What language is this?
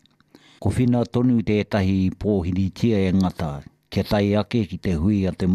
Māori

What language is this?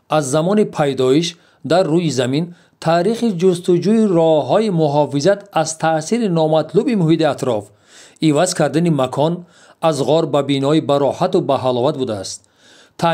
Tajik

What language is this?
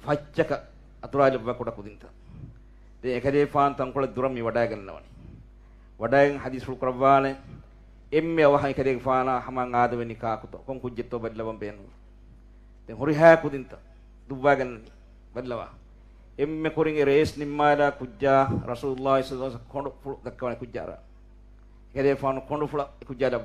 Divehi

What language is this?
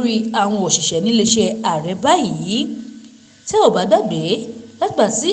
Yoruba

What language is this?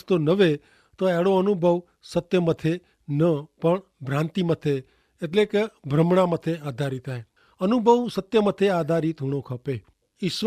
Kachhi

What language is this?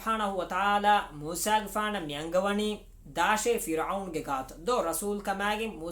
Divehi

